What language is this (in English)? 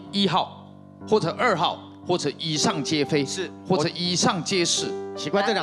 Chinese